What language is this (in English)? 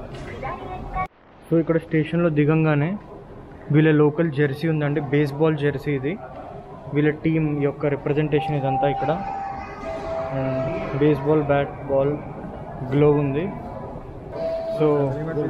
Telugu